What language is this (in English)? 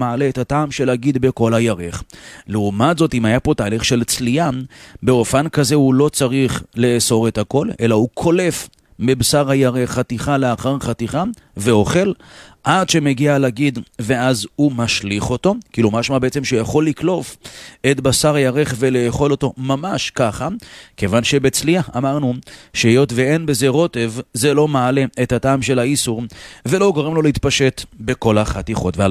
Hebrew